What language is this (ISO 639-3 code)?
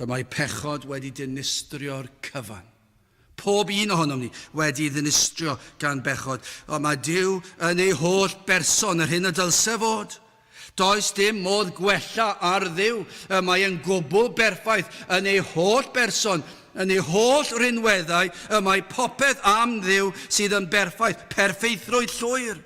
cym